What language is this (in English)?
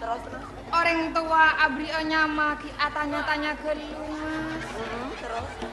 Madurese